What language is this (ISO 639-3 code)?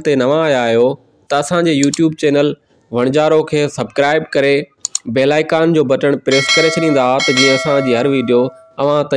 snd